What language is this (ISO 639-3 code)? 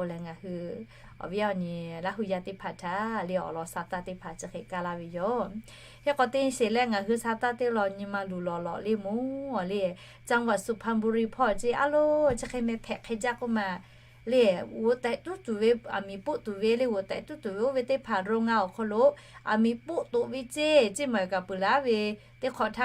lhu